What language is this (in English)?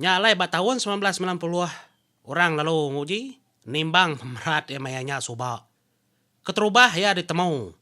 Iban